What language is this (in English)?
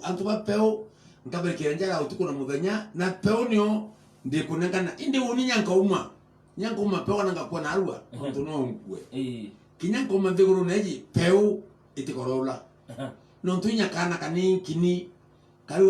Meru